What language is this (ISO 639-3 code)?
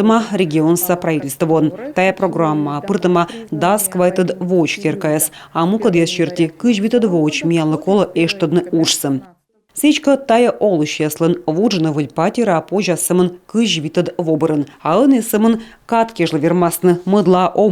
kom